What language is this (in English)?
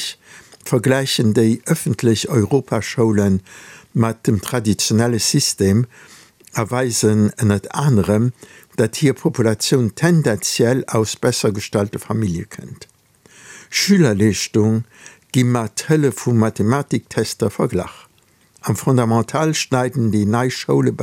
Luxembourgish